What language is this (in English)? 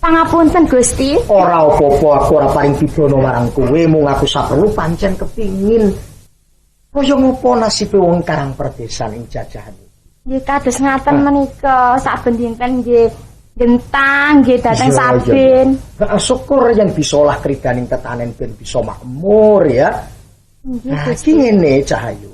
Javanese